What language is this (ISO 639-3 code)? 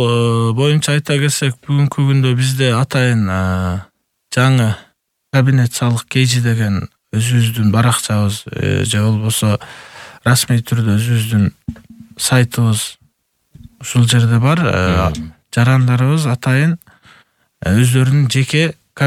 kir